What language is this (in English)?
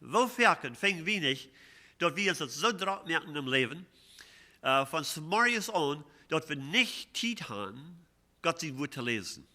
Plautdietsch